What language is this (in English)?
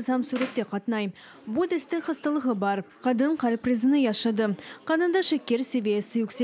Crimean Tatar